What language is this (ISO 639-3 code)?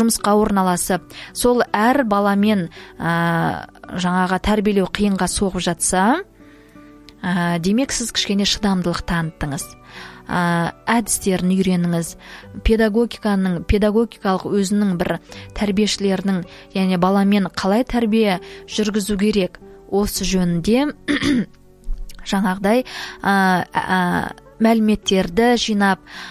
kaz